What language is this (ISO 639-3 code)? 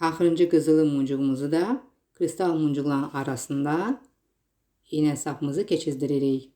aze